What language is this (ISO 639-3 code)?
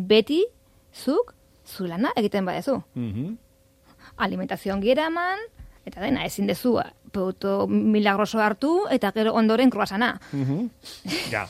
eus